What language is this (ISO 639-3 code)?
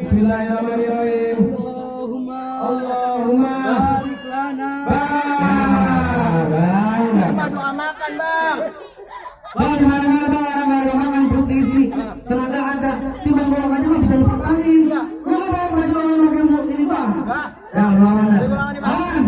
bew